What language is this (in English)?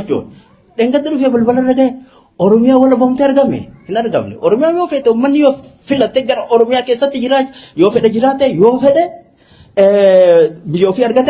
Oromo